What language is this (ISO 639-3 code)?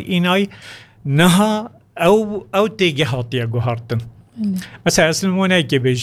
kur